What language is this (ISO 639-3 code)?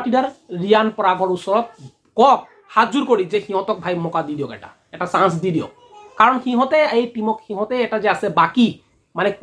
asm